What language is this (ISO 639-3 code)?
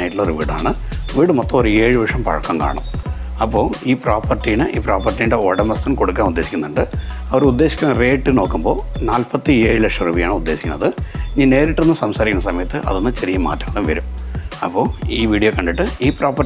mal